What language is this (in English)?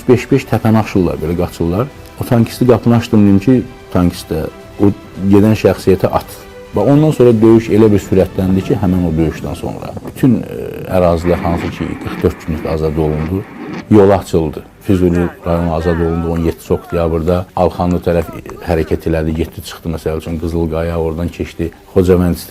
Azerbaijani